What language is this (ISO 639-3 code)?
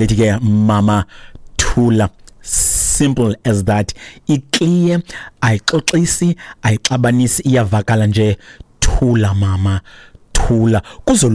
xho